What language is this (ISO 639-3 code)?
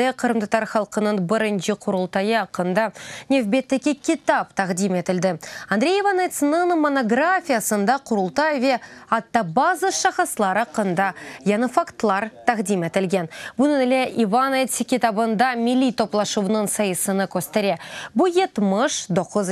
crh